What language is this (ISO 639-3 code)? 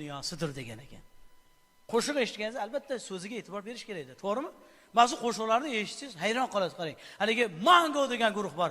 uzb